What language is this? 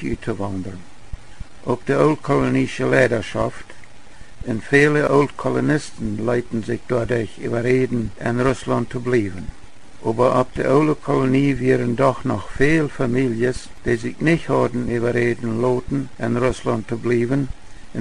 Plautdietsch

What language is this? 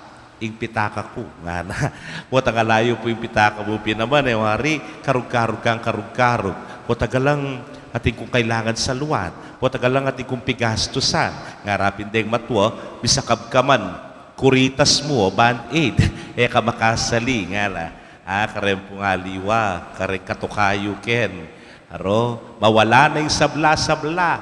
Pampanga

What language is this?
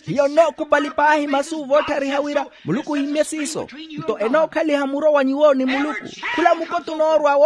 Makhuwa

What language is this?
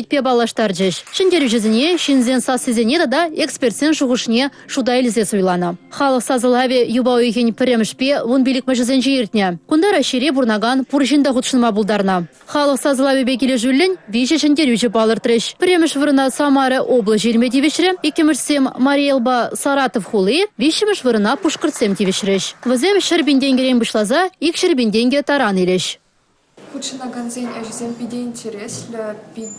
Chuvash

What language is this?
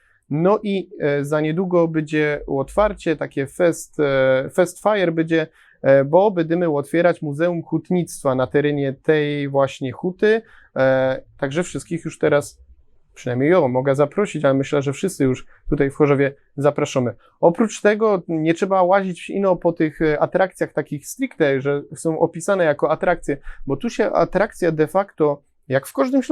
Silesian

